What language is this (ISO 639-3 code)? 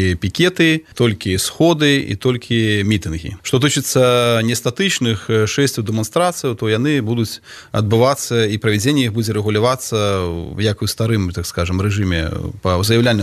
bel